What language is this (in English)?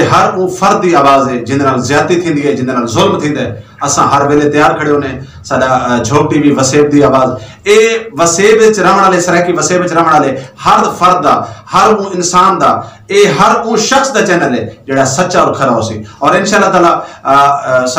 Saraiki